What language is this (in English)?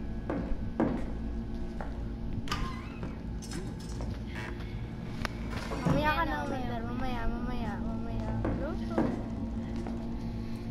Filipino